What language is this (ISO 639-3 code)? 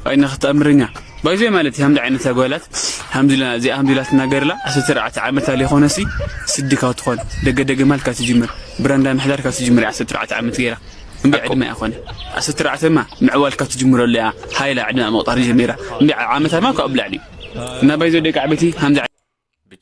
tir